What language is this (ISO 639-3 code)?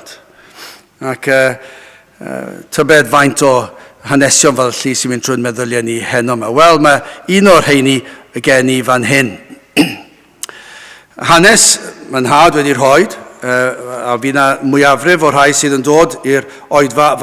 cym